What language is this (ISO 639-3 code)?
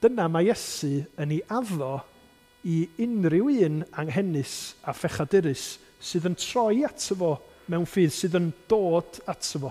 cym